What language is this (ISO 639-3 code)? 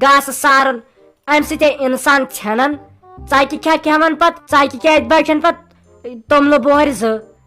kas